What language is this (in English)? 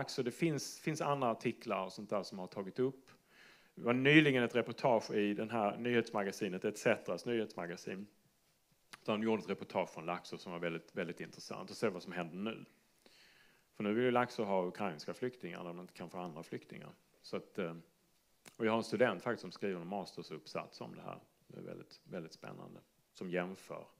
Swedish